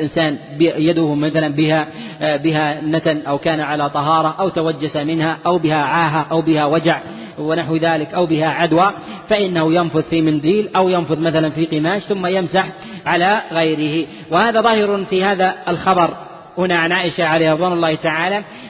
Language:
Arabic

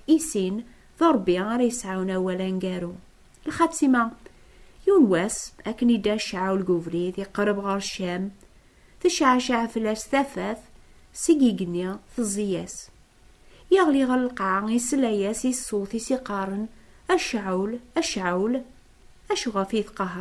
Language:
Kabyle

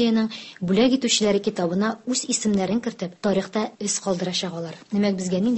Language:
Tatar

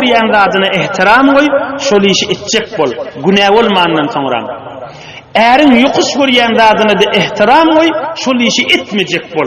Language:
Turkmen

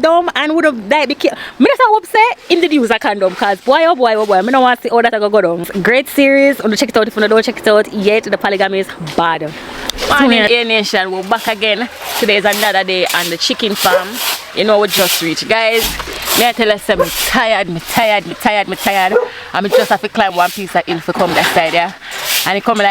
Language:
Jamaican Creole English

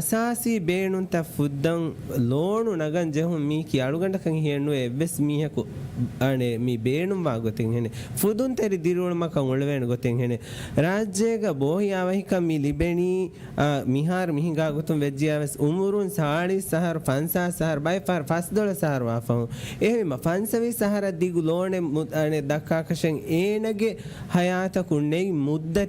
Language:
Divehi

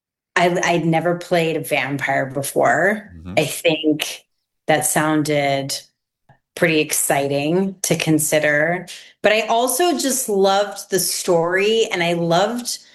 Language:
English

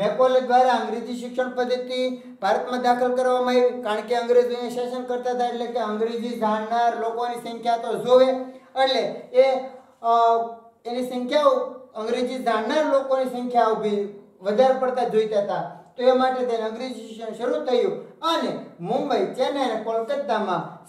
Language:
Gujarati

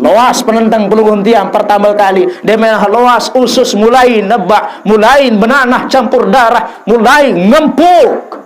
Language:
Sasak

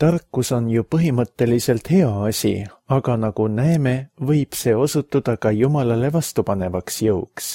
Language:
Estonian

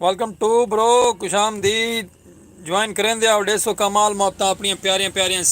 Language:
Saraiki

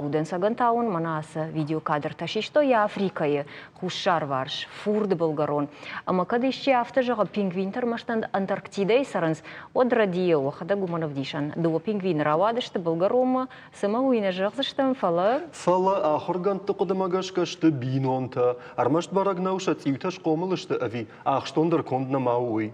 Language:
Ossetic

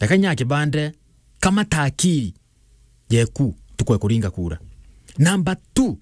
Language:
Meru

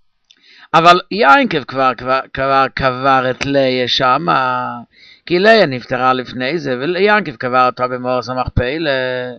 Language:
Hebrew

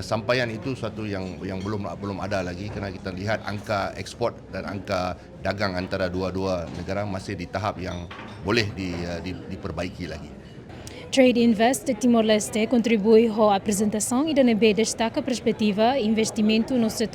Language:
Tetum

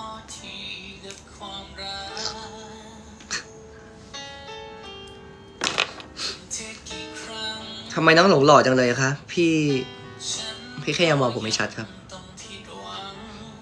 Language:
Thai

